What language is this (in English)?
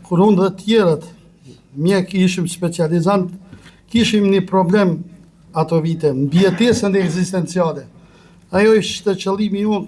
Albanian